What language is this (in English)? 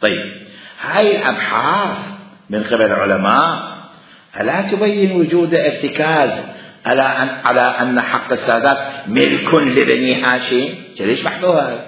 Mesopotamian Arabic